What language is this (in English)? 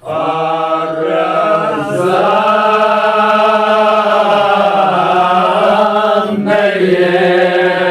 Kashmiri